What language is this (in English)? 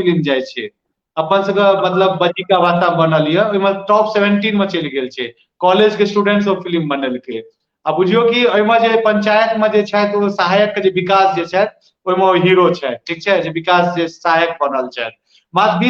Maithili